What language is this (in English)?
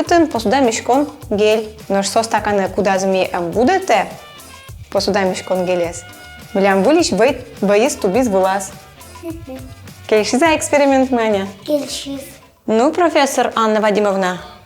Udmurt